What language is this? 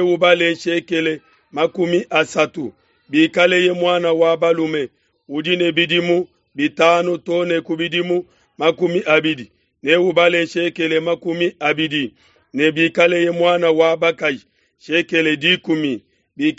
Luba-Lulua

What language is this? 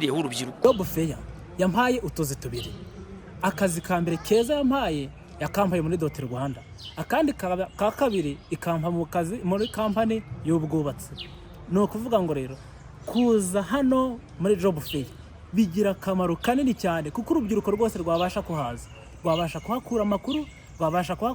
Kinyarwanda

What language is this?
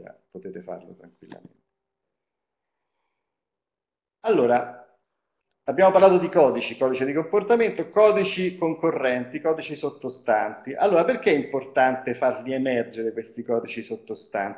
Italian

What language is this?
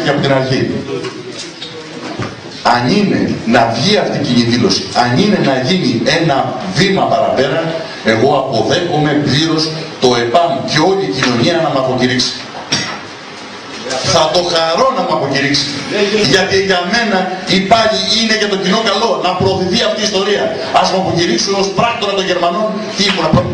Greek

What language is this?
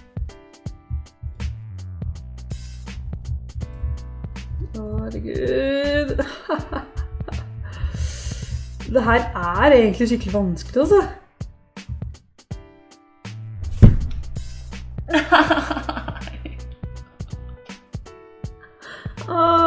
Norwegian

